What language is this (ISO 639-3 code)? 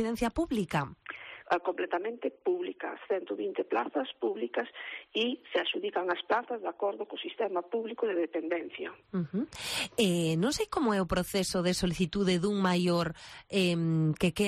glg